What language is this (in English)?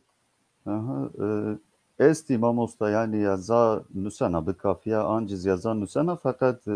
Zaza